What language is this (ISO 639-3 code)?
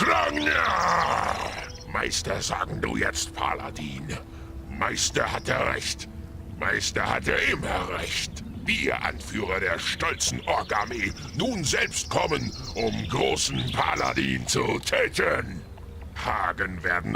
bar